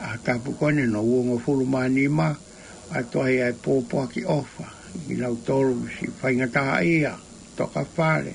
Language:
Tongan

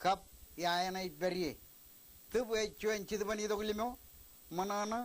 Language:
Marshallese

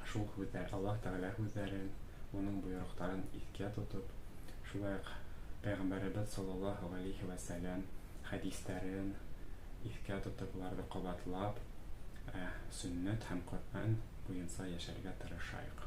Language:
Bashkir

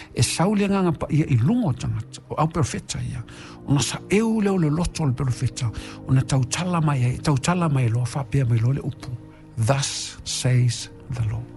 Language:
Samoan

